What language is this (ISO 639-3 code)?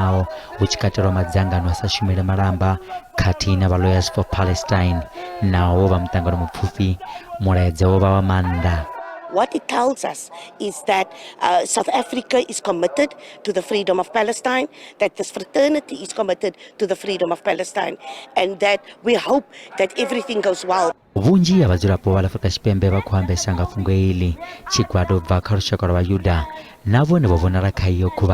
ven